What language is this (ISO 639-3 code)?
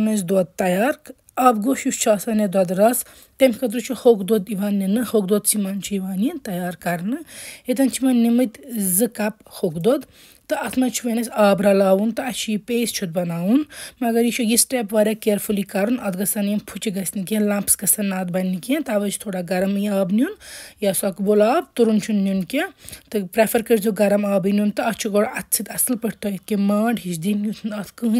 kas